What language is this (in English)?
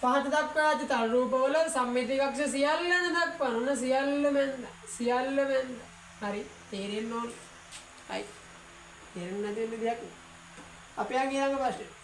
Sinhala